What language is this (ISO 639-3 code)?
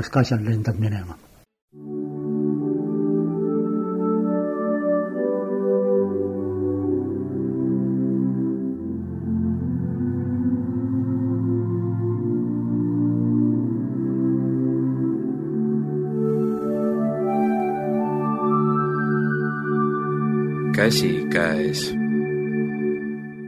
est